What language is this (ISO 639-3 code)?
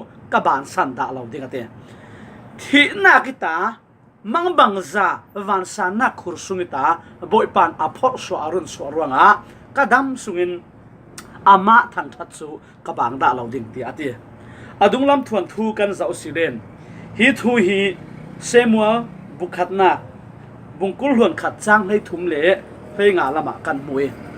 cfm